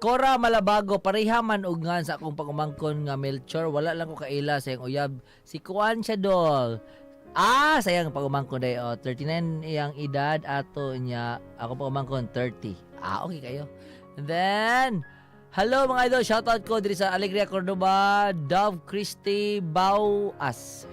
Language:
Cebuano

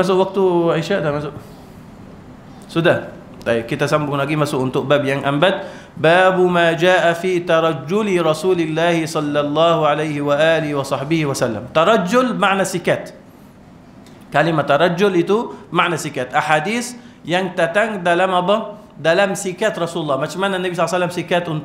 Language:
Malay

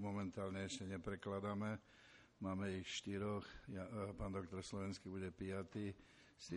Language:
Slovak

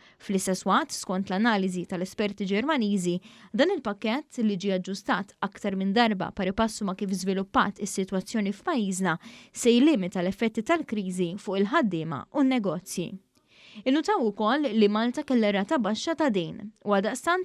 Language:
Maltese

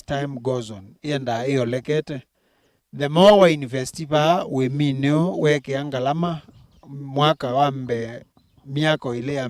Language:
Kamba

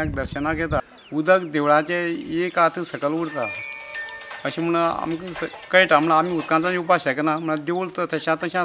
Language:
Konkani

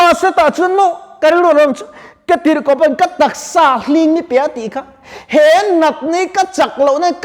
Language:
Mizo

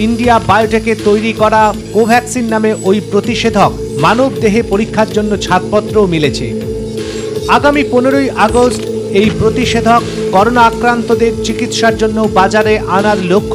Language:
Bangla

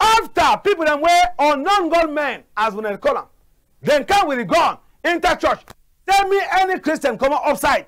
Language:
Cameroon Pidgin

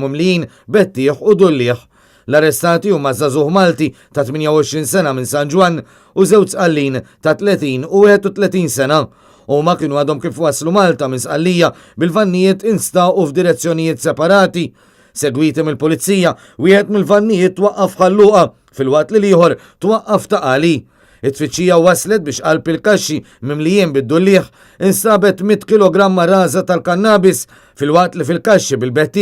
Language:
Maltese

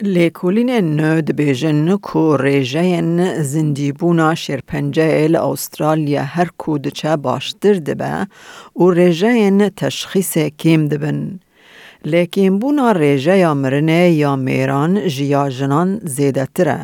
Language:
Kurdish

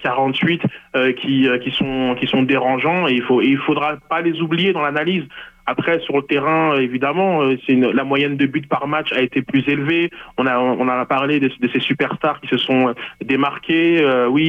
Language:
French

